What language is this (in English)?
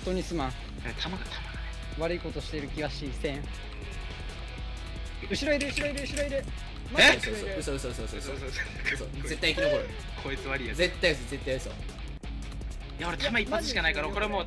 Japanese